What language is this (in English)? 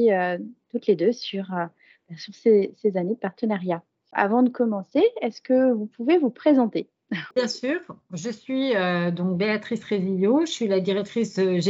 French